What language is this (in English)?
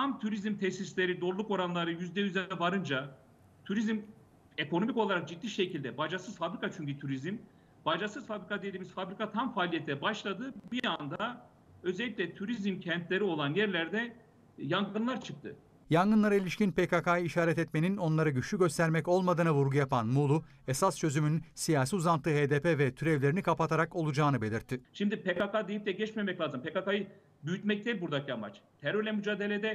Turkish